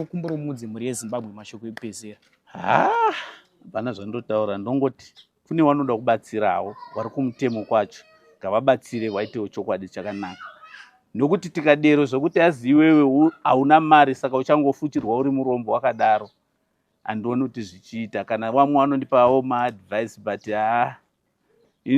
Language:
Shona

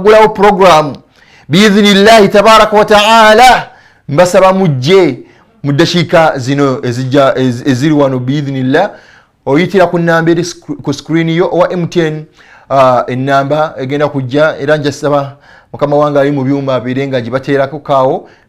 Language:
Ganda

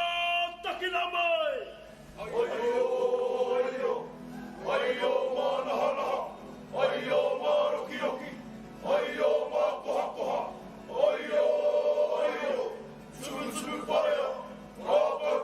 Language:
Māori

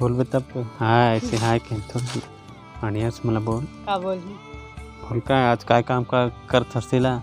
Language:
Chhattisgarhi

